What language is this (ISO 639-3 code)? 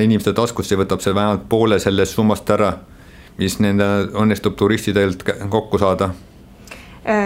est